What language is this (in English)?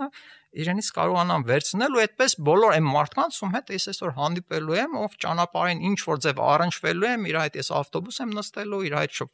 Armenian